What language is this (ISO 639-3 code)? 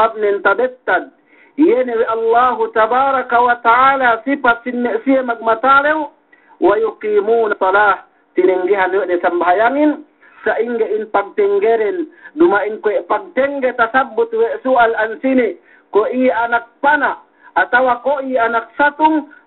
yka